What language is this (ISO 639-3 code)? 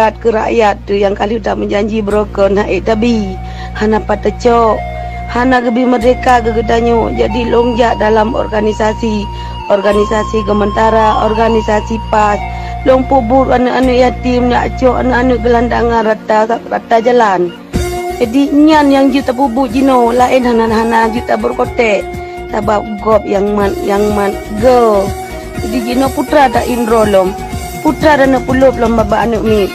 ace